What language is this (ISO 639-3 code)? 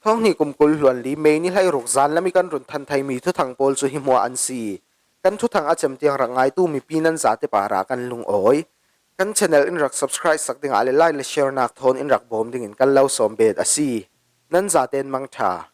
cfm